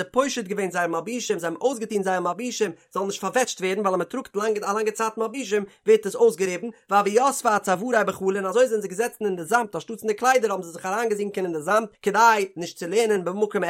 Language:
Yiddish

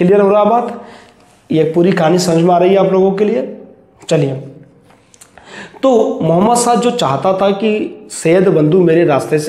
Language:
Hindi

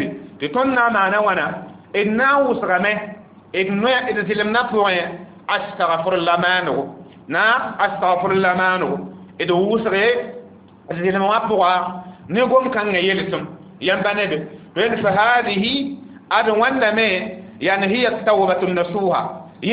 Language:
Mossi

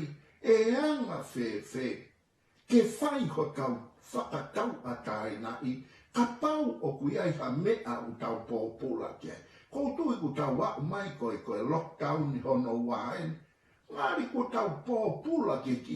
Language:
Tongan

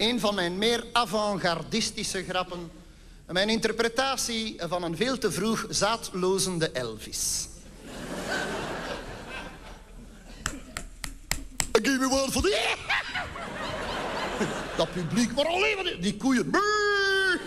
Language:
Dutch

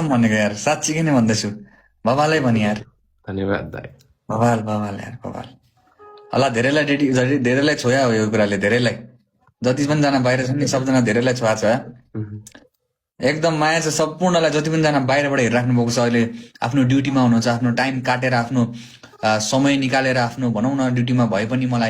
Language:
Nepali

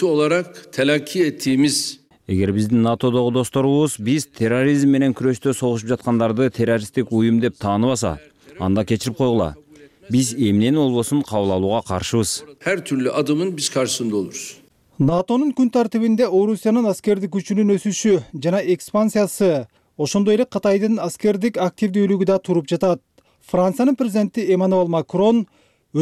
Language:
Kyrgyz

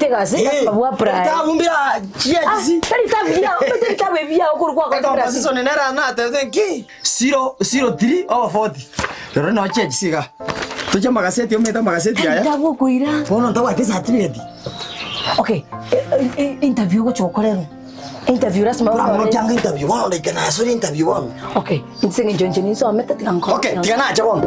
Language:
Gusii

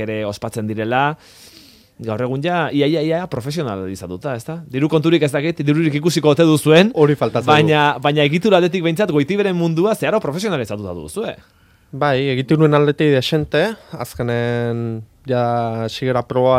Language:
Basque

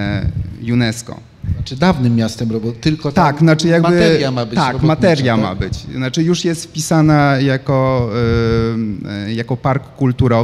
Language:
Polish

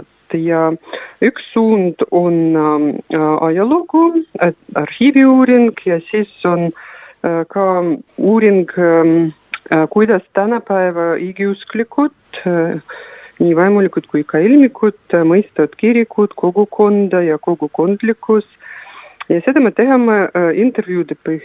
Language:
Estonian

